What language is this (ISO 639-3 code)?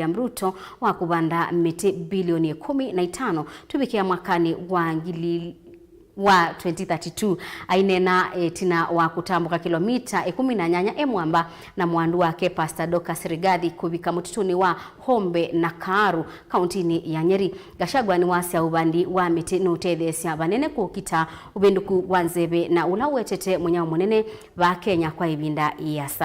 kam